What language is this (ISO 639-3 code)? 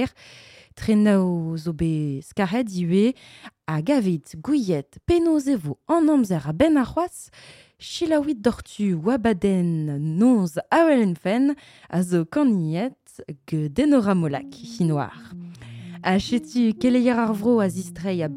bre